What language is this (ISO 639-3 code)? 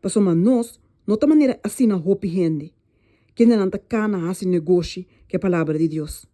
pap